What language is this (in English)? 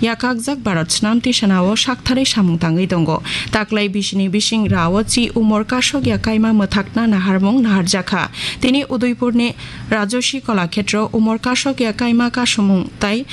Kok Borok